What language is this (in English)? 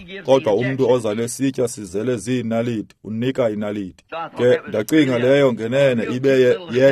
Xhosa